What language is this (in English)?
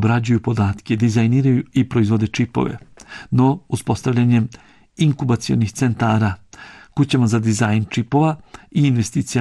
Bosnian